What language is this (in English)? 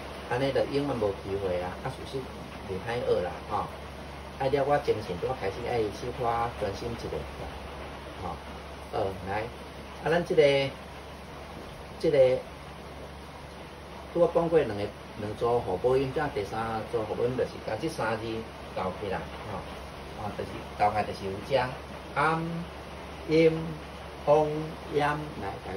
Min Nan Chinese